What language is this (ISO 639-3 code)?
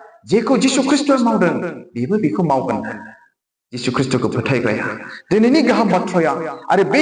brx